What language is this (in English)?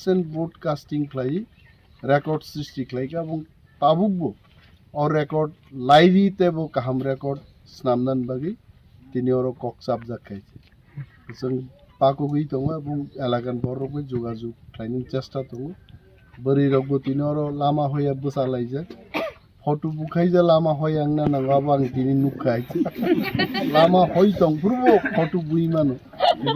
Kok Borok